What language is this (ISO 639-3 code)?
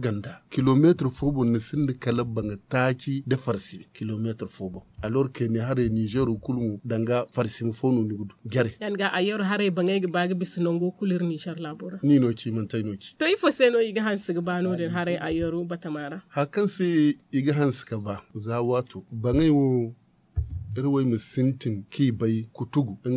dje